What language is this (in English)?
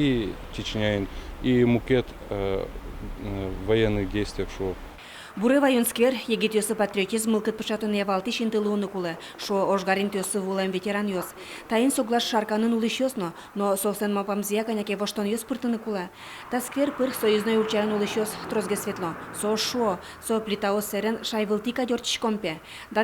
Udmurt